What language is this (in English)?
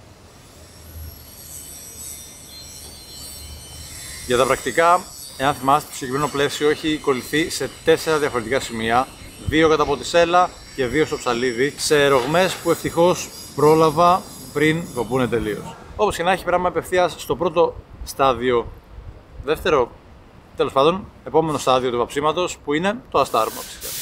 Greek